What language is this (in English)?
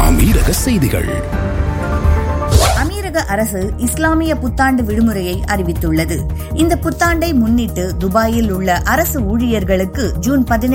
Tamil